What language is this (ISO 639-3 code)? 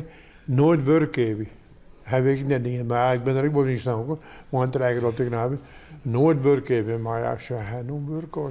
fry